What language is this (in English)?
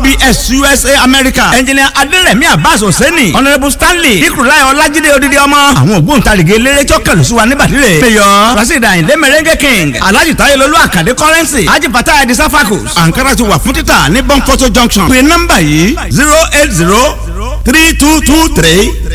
Yoruba